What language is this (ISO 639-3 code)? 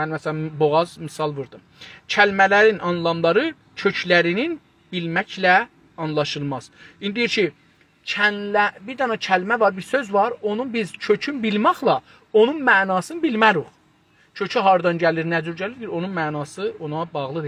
azb